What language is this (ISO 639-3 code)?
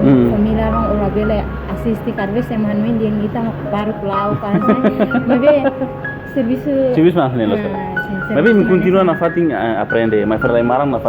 tet